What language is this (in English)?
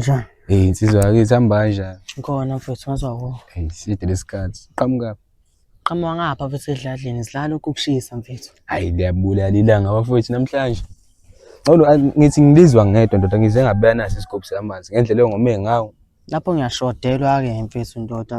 Zulu